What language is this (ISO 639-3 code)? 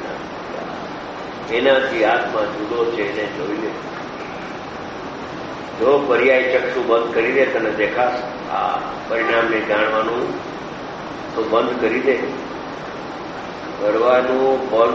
guj